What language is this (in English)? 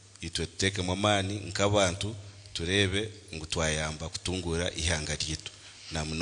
Nyankole